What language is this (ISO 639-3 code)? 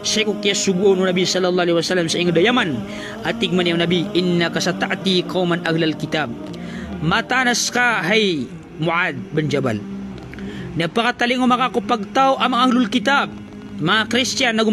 mrw